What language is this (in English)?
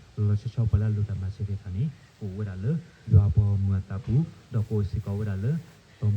S'gaw Karen